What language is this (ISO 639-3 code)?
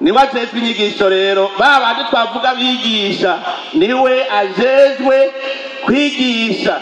run